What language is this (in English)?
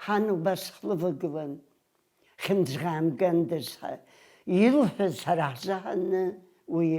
Abkhazian